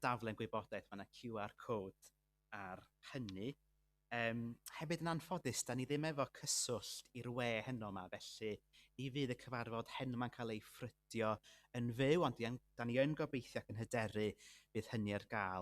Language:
Welsh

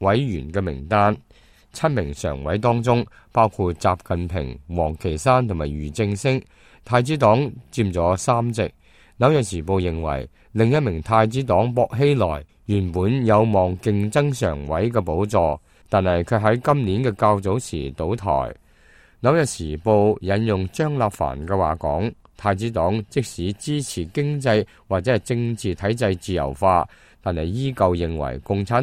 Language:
Cantonese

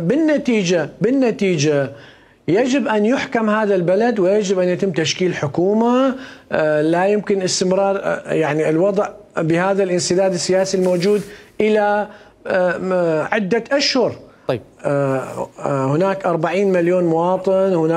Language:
Mesopotamian Arabic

